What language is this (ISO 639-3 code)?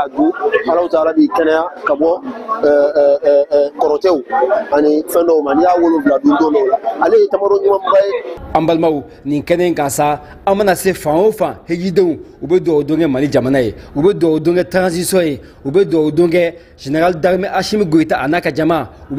bam